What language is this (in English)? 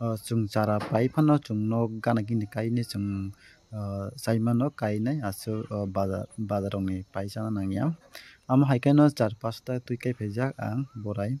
Kok Borok